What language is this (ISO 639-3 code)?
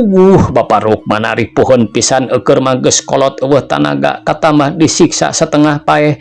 sun